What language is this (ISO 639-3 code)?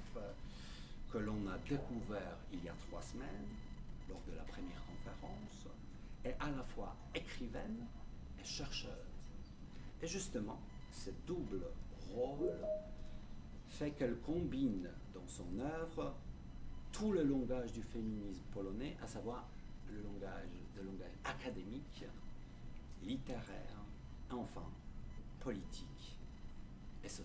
fra